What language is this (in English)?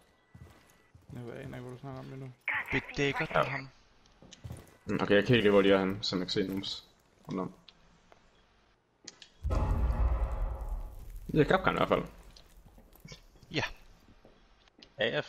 Danish